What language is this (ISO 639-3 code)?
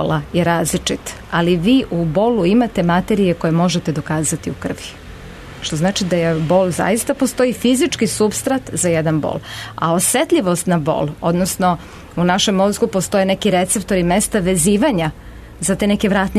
srp